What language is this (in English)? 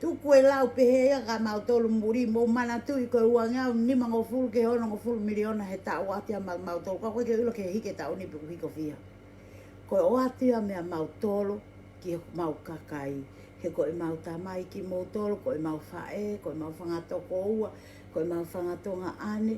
Tongan